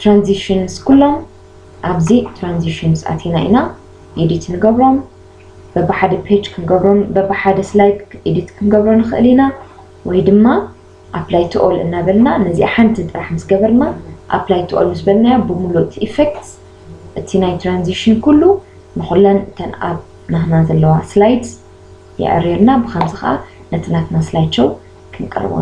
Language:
Tigrinya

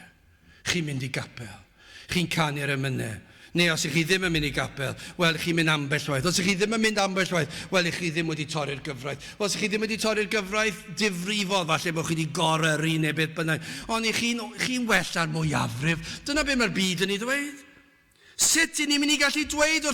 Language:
Welsh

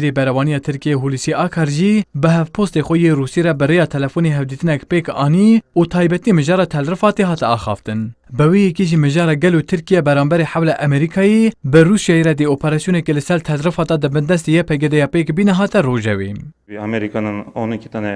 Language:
Kurdish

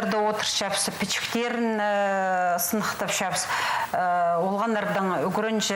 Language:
Khakas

